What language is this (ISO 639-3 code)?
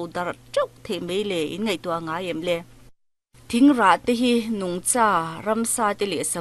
lus